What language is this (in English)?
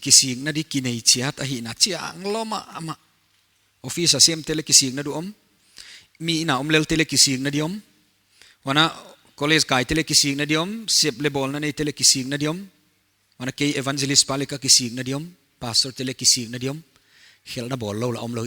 Paite Chin